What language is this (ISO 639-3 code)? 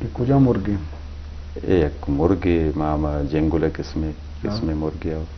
bgp